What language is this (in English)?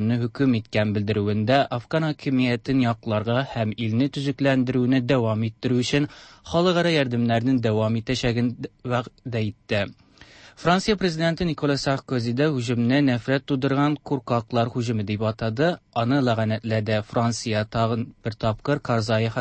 Tatar